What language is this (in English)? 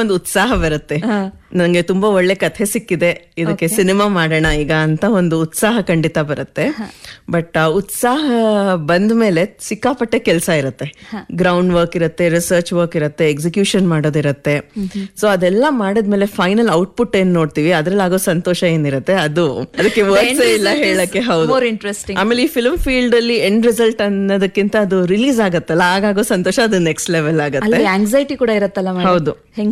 Kannada